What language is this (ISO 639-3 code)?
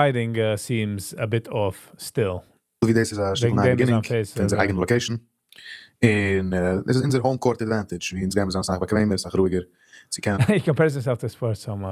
yid